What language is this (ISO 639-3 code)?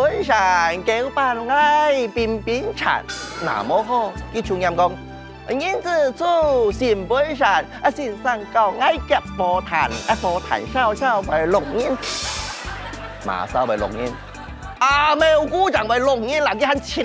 hak